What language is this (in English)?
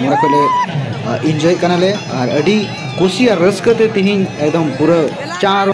Santali